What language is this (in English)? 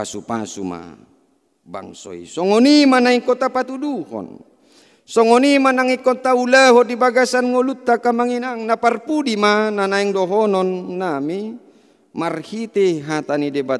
Batak Toba